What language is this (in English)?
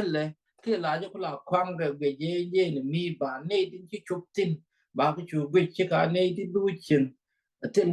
Nuer